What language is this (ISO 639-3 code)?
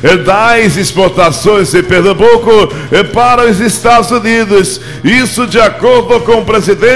por